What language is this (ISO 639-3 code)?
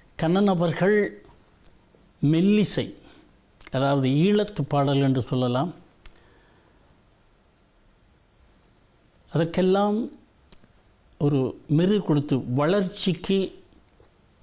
tam